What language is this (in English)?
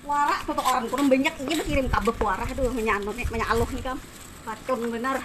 Banjar